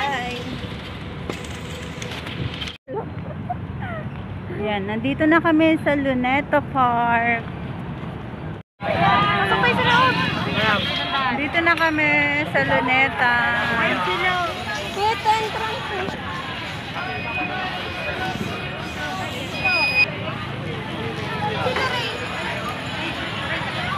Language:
Filipino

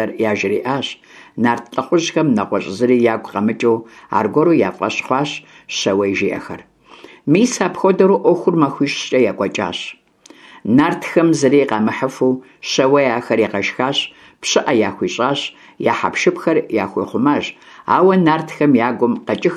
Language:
Kabardian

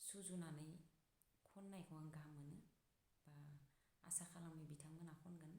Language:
Bodo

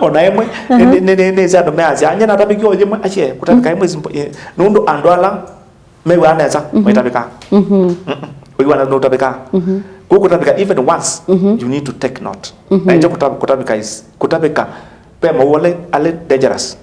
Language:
Kamba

